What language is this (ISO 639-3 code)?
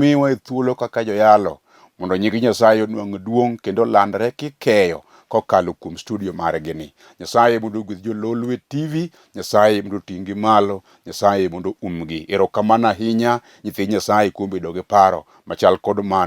luo